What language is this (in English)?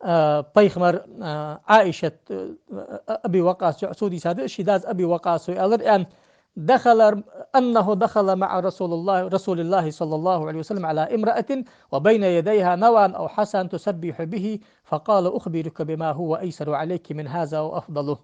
Ingush